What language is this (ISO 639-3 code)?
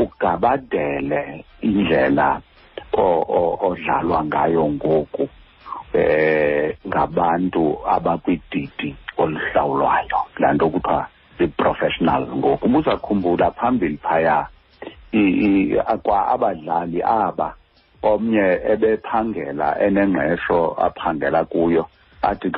xho